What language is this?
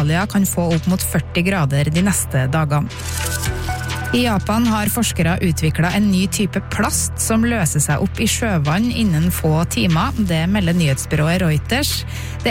Norwegian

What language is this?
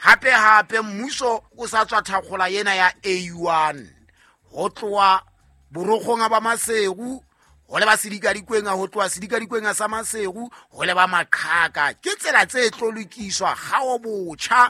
Southern Sotho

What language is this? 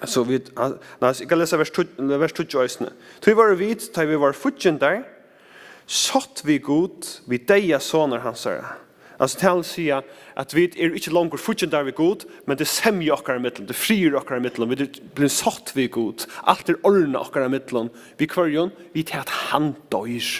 Faroese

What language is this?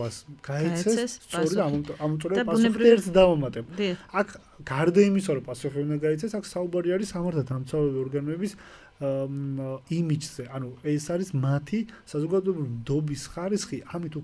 Georgian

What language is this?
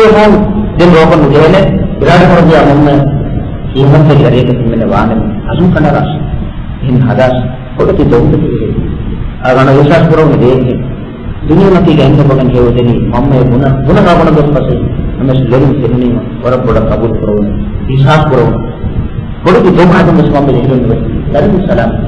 Divehi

